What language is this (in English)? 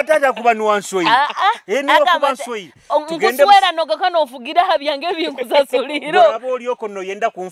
Nyoro